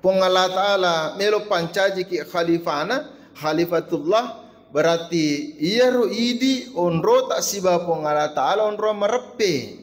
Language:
Buginese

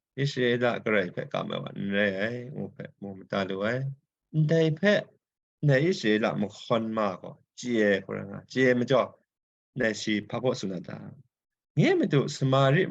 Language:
Kachin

